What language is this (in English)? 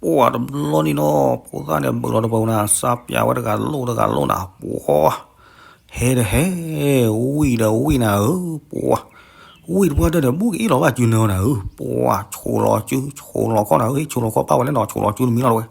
S'gaw Karen